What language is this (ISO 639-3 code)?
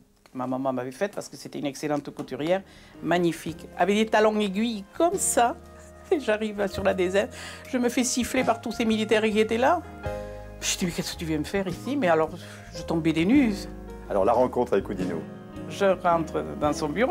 fra